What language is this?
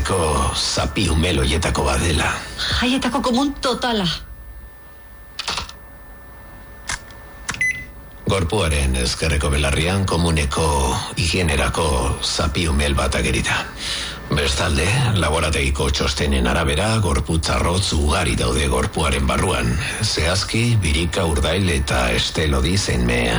Basque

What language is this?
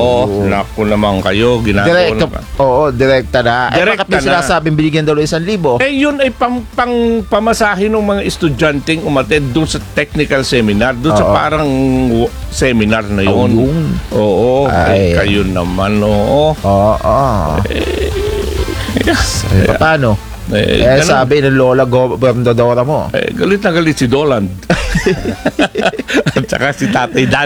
Filipino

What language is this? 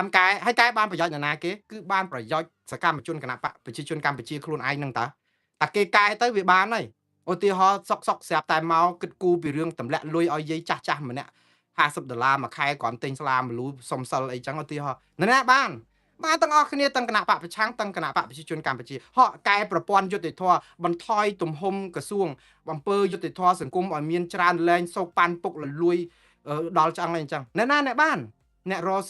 Khmer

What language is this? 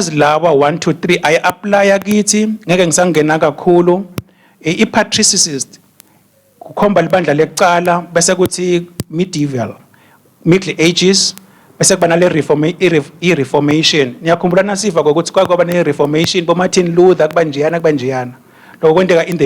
Swati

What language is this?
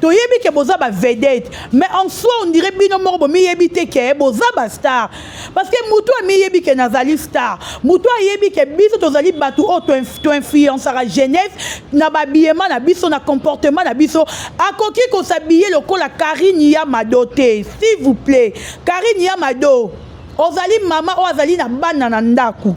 Lingala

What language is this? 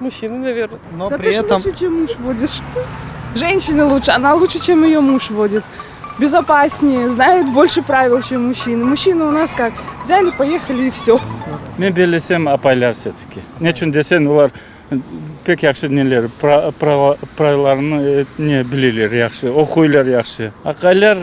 Crimean Tatar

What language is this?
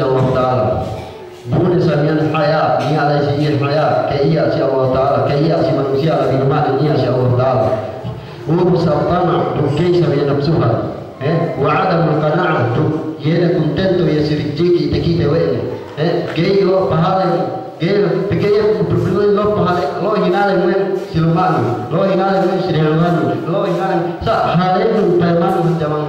Yakan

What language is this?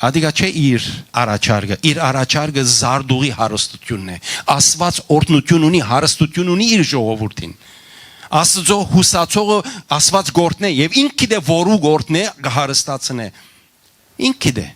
Western Armenian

